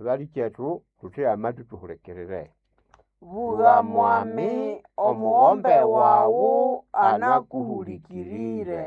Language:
Nande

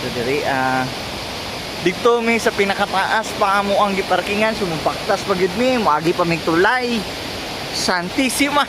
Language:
Cebuano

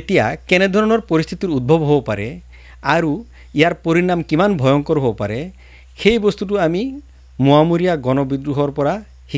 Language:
Assamese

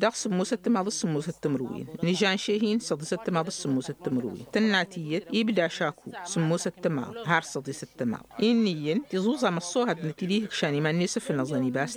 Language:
Tamasheq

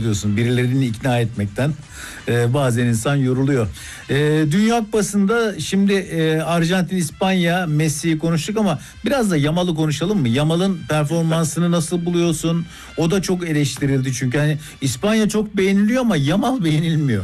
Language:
Turkish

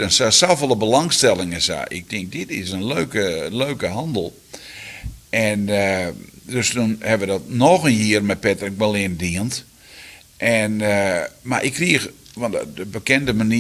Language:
Western Frisian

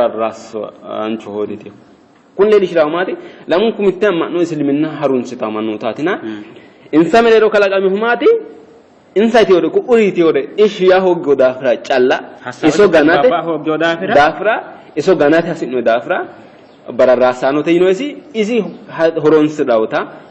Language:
Sidamo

